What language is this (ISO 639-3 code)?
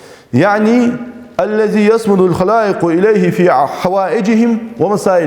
inh